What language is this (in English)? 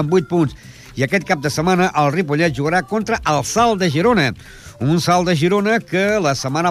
Catalan